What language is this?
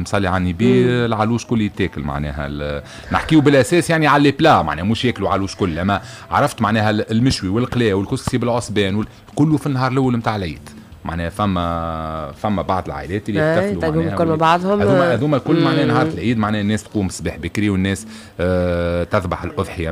Tunisian Arabic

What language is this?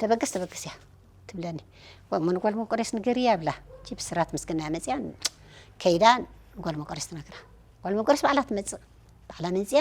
Tigrinya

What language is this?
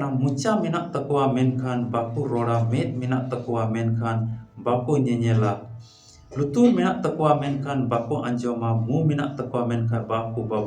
Santali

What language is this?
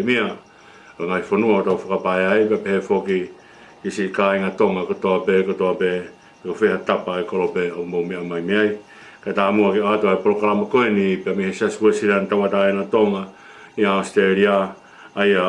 Tongan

